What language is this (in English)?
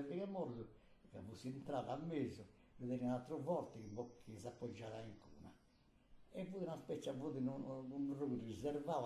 Sardinian